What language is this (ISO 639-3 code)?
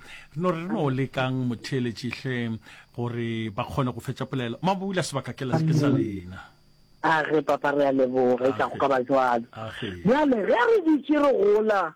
nso